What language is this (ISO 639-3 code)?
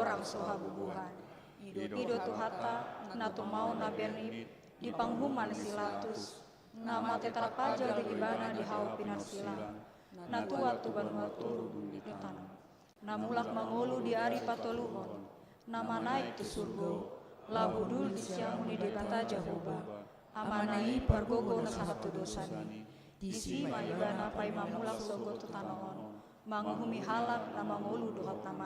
bbc